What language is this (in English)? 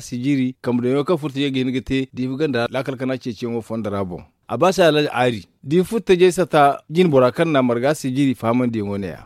Zarma